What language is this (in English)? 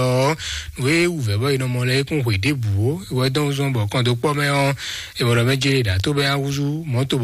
Fon